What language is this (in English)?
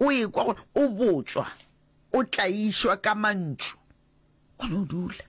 Northern Sotho